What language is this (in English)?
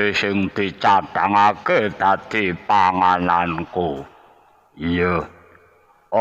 Javanese